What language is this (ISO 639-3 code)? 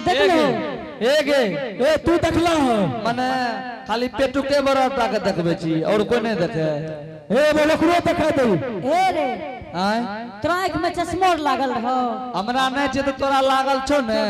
anp